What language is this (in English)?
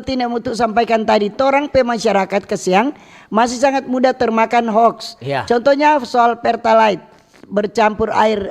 Manado Malay